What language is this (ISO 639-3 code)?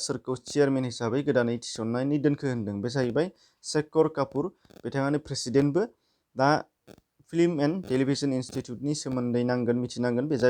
brx